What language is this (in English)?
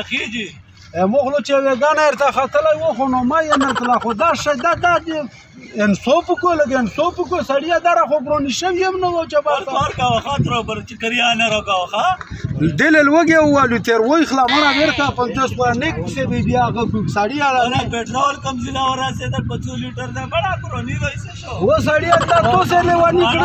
Pashto